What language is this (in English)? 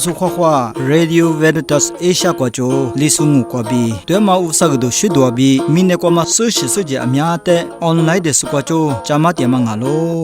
Lisu